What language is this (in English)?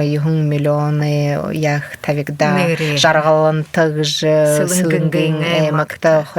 Buriat